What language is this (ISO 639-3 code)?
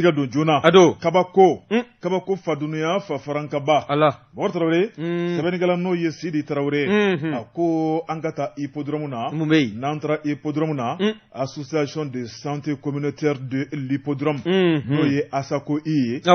bam